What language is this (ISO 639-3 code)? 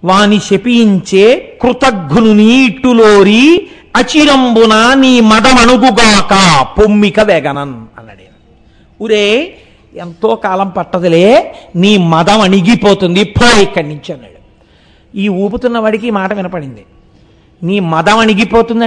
tel